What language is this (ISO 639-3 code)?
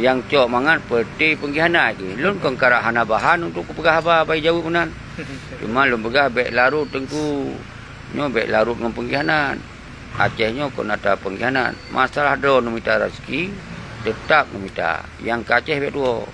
ace